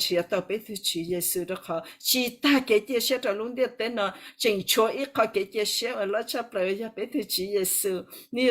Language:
Hmong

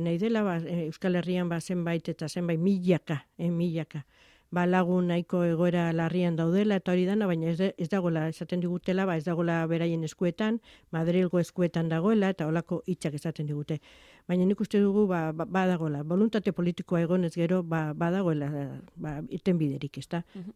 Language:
Basque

